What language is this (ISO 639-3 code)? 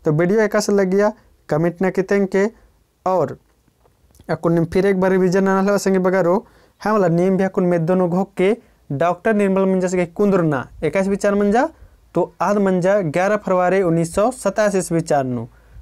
kru